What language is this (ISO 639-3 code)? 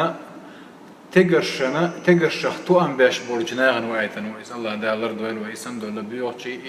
che